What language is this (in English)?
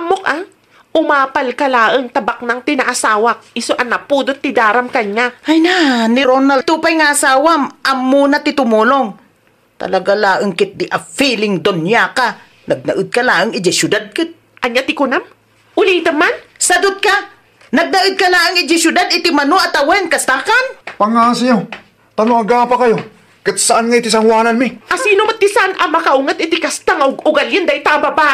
Iloko